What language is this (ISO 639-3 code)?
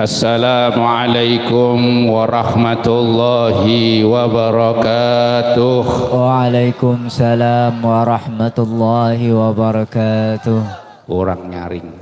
bjn